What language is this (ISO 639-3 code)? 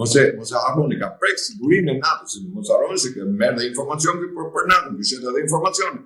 sqi